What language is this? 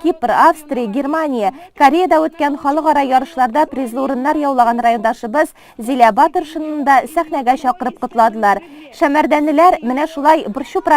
Tatar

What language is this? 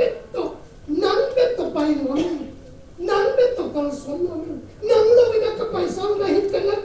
Tedim Chin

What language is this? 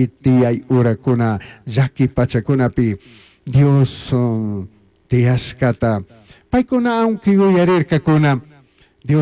Chimborazo Highland Quichua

